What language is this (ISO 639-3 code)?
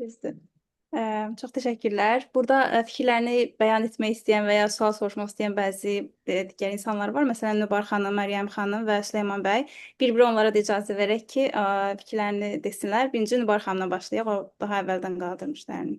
aze